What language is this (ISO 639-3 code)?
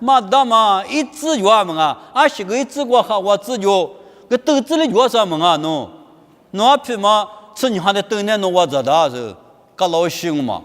lis